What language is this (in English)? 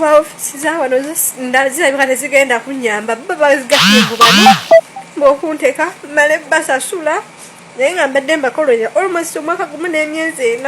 Ganda